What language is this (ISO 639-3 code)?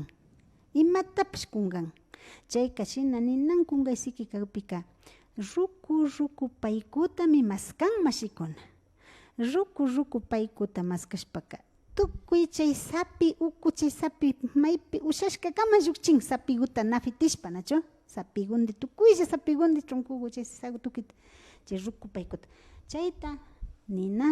qvi